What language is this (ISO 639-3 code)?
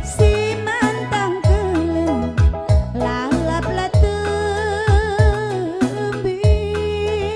btx